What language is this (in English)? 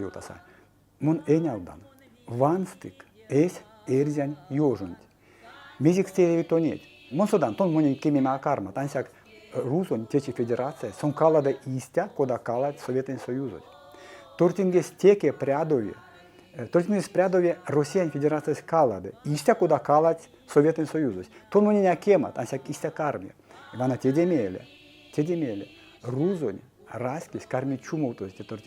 Erzya